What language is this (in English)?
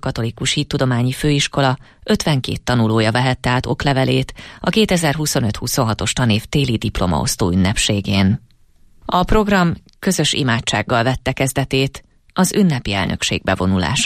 Hungarian